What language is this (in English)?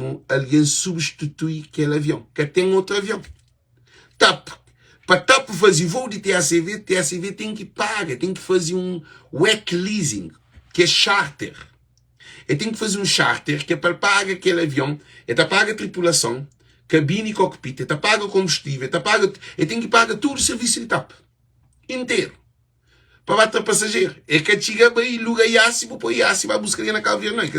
Kabuverdianu